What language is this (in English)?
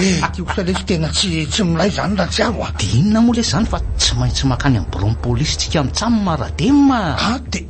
Malagasy